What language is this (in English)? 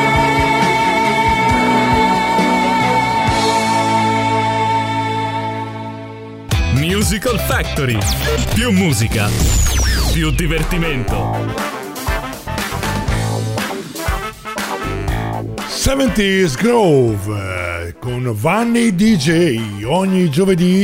Italian